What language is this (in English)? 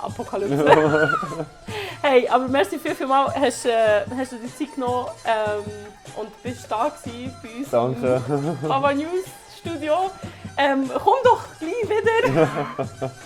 Swiss German